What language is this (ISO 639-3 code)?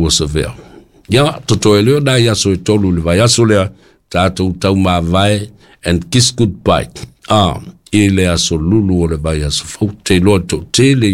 smo